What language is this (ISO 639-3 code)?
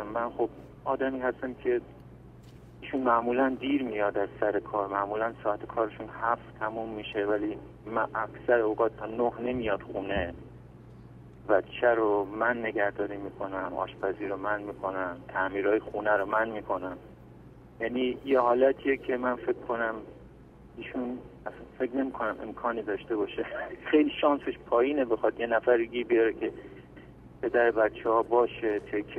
fas